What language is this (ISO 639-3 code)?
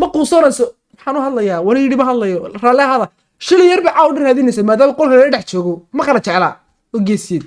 som